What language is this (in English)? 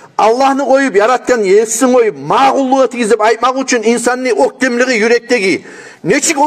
Kumyk